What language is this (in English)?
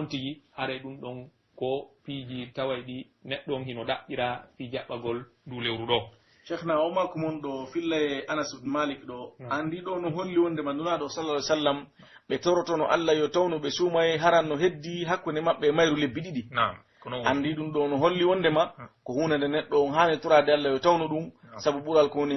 Pular